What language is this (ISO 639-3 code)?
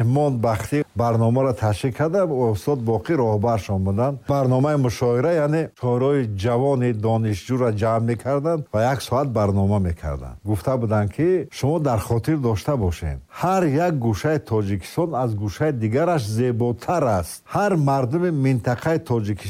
tgk